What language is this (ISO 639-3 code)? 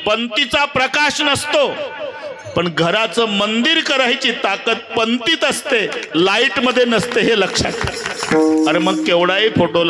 mar